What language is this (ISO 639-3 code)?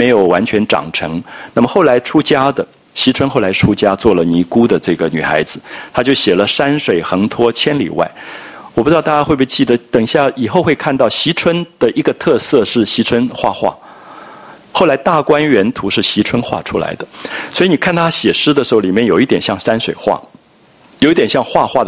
zho